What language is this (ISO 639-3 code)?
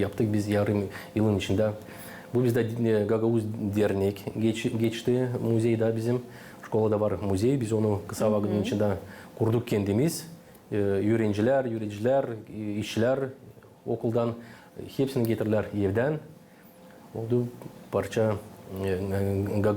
gag